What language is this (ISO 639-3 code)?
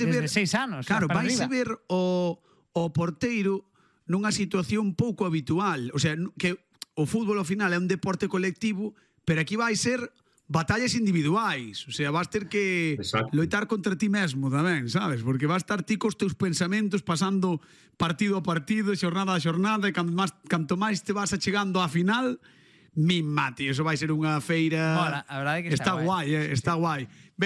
glg